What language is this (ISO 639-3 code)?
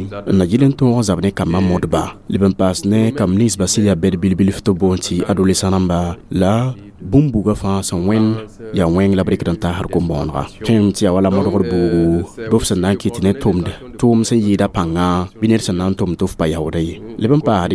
mos